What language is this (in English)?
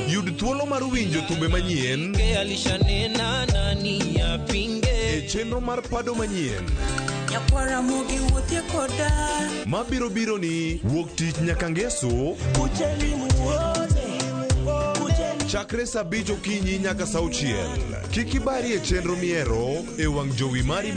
Luo (Kenya and Tanzania)